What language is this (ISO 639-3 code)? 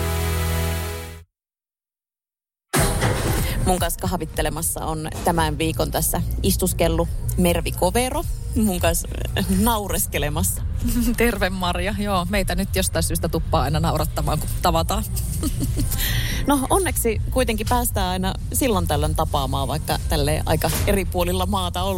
fin